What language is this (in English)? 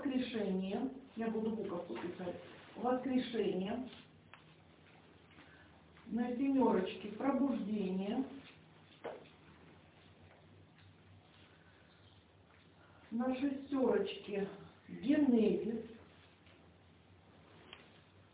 Russian